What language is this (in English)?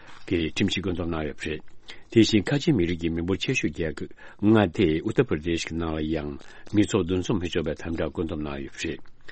Tibetan